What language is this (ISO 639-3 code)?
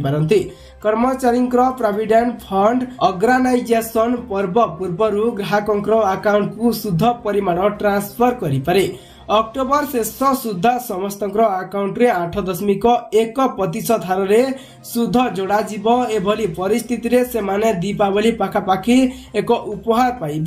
ori